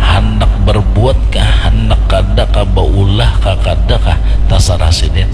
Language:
Banjar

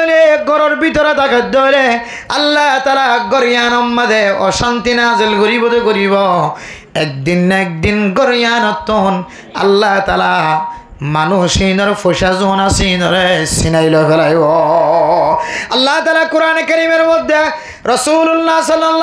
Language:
Rohingya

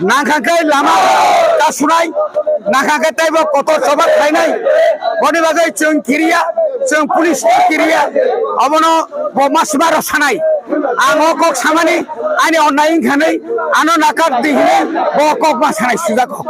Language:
Kok Borok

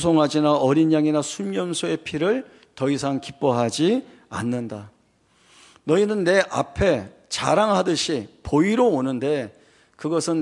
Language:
Korean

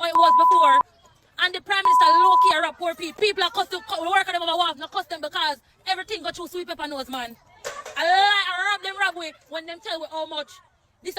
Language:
Jamaican Creole English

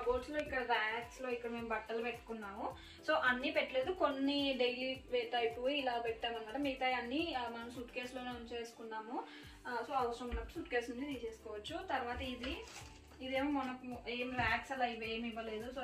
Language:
Telugu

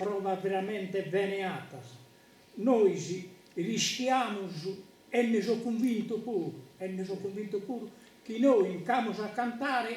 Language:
Sardinian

